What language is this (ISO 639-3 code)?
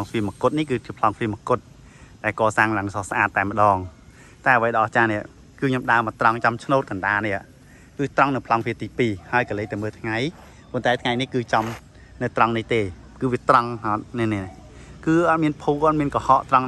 khm